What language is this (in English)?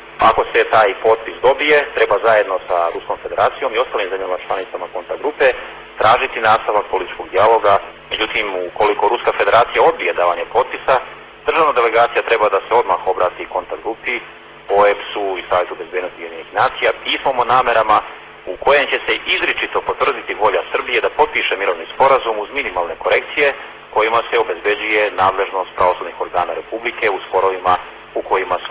Serbian